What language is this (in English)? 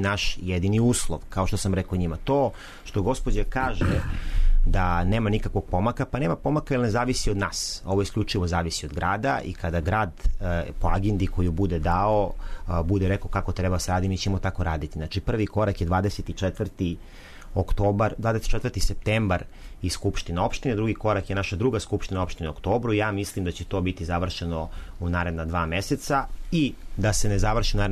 Serbian